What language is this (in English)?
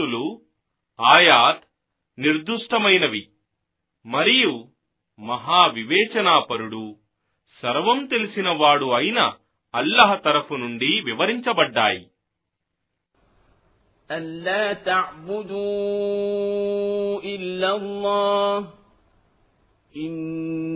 Telugu